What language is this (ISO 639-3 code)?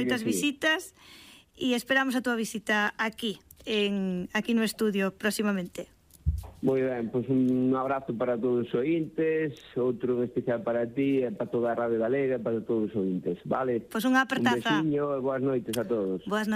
glg